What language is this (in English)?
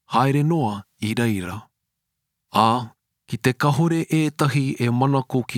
Māori